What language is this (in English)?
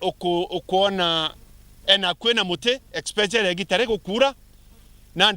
Meru